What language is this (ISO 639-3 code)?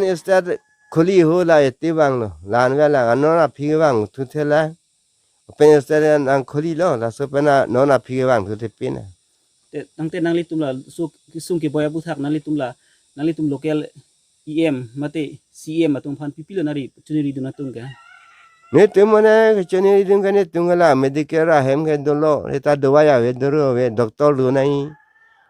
mjw